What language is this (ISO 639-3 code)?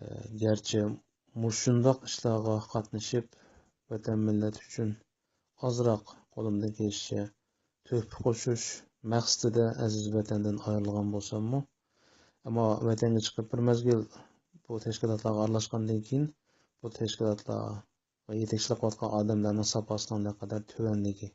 uig